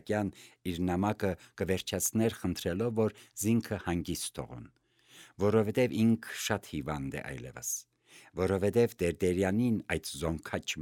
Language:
Armenian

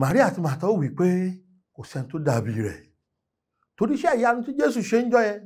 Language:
Yoruba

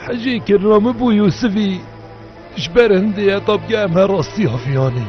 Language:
Kurdish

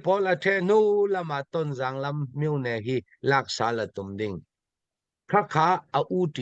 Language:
Hakha Chin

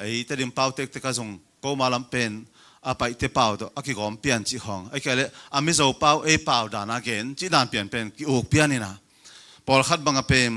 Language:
Tedim Chin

